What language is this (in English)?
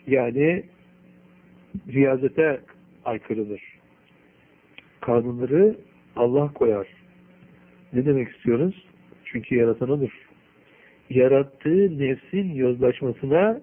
Turkish